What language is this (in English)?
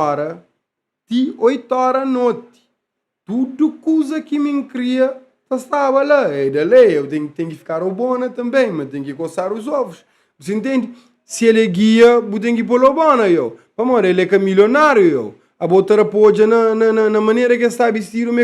Kabuverdianu